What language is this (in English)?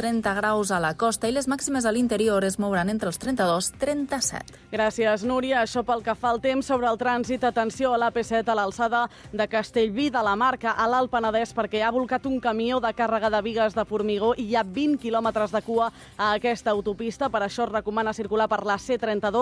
Catalan